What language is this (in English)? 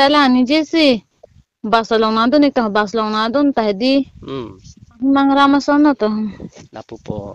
Karbi